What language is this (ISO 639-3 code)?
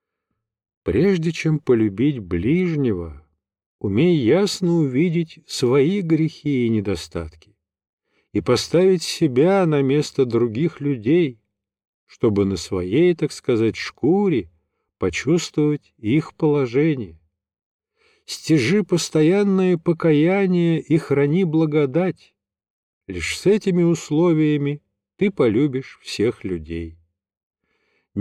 rus